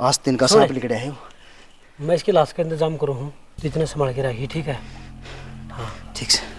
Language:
Haryanvi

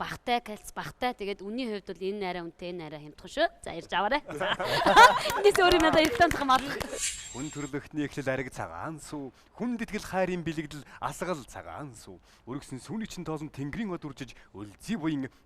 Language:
Mongolian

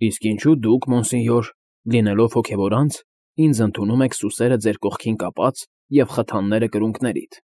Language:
Armenian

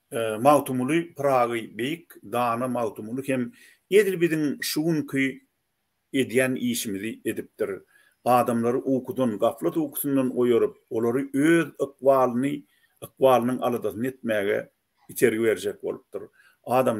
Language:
Turkmen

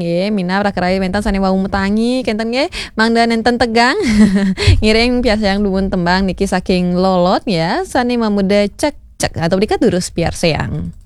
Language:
Balinese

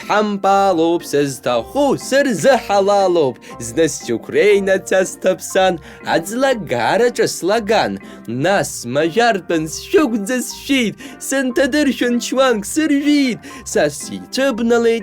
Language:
Abkhazian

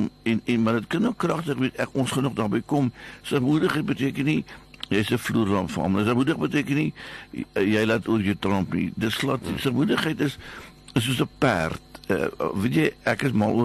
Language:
Afrikaans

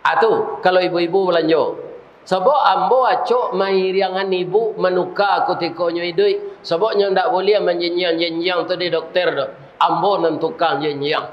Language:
Minangkabau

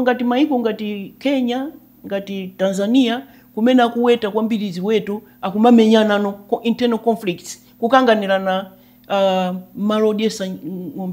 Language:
Nyanja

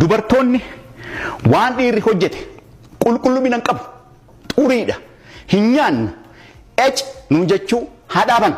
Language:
Oromo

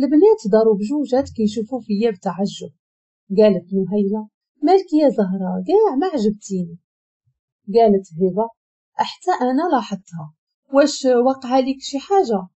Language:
Moroccan Arabic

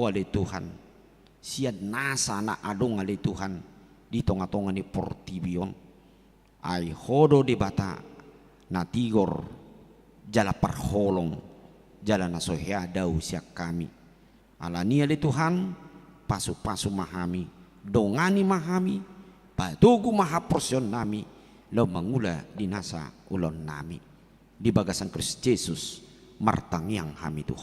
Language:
Batak Toba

